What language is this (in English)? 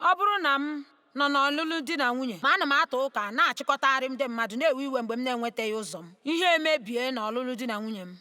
Igbo